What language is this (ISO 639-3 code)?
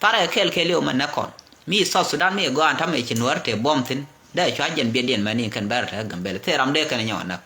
nus